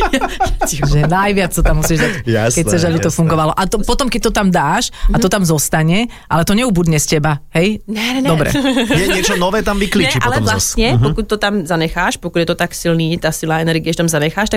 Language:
Slovak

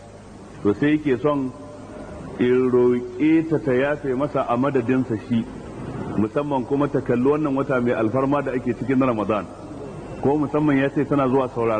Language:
Hausa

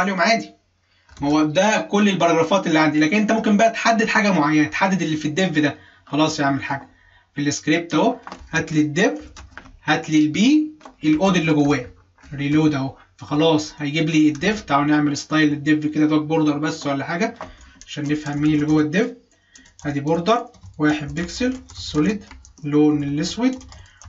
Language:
Egyptian Arabic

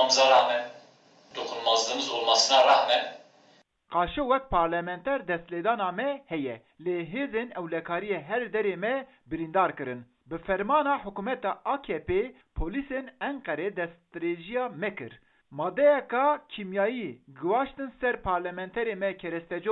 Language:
Kurdish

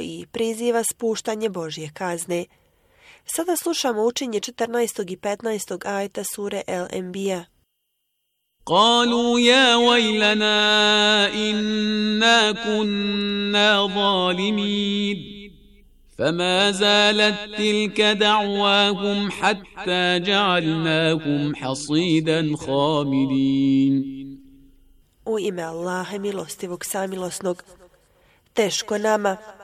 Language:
Bosnian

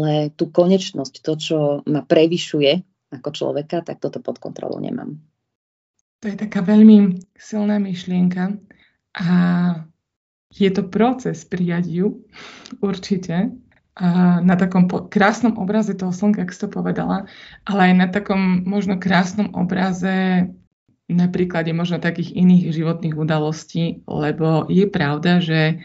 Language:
Slovak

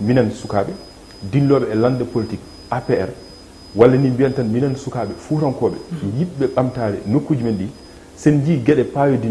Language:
Fula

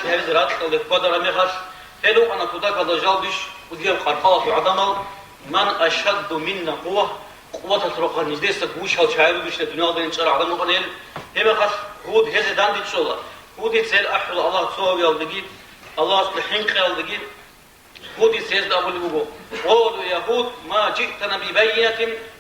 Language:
Avaric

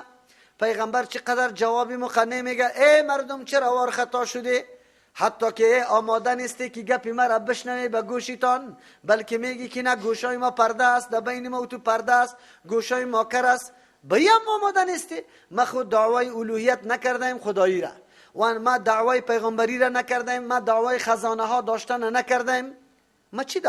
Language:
Persian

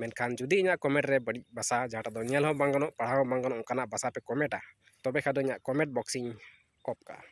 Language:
Santali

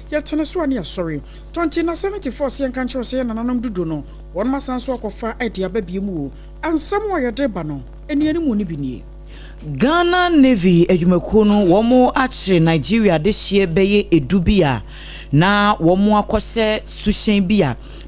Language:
Akan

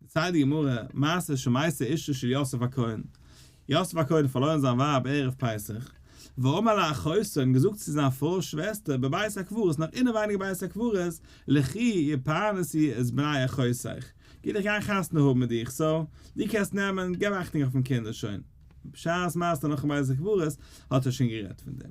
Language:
Yiddish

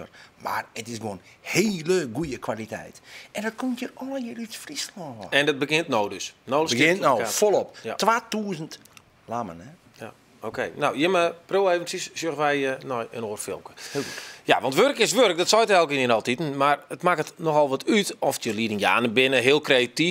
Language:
Western Frisian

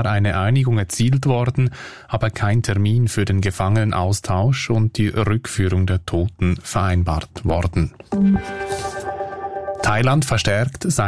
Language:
German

